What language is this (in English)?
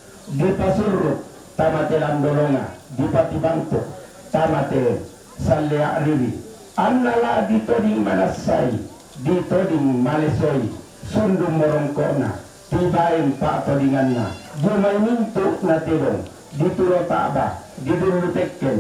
Toraja-Sa'dan